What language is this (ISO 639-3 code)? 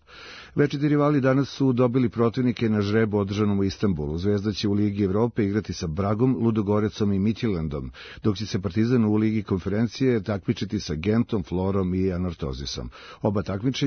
srp